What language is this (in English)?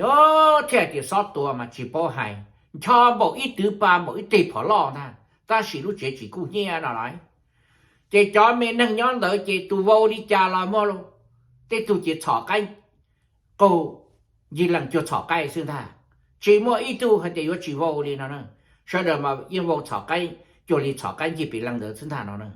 Hmong